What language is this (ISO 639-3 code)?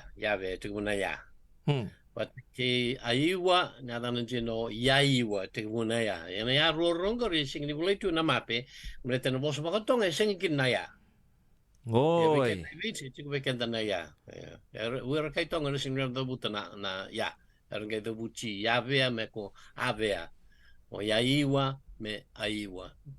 fij